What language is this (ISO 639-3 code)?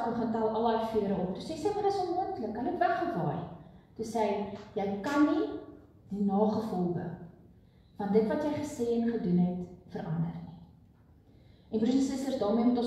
afr